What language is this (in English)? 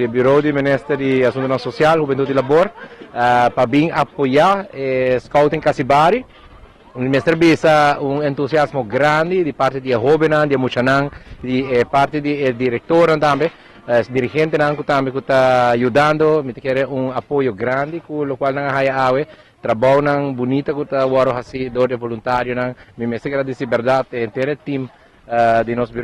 Papiamento